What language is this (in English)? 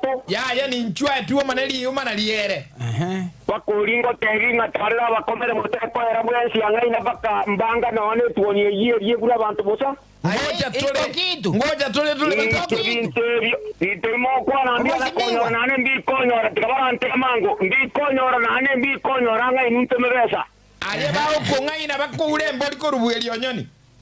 Gusii